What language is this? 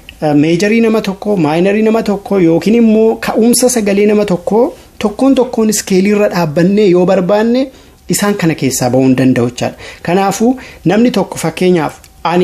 Oromo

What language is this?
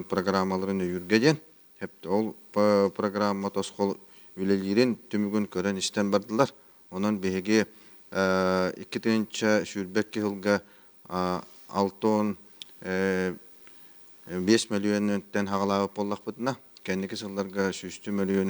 Yakut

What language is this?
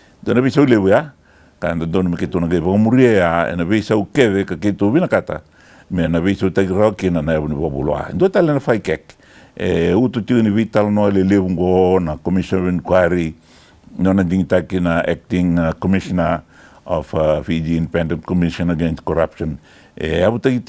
Fijian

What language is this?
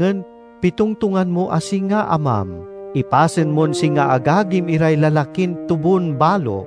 Pangasinan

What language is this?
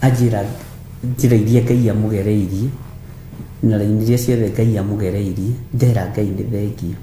Kikuyu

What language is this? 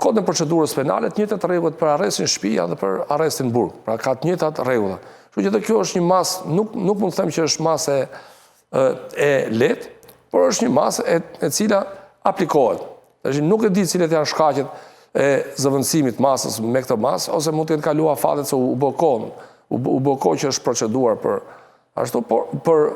Albanian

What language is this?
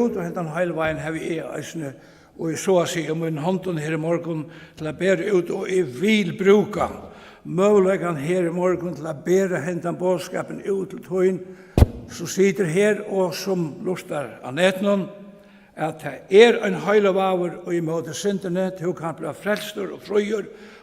Faroese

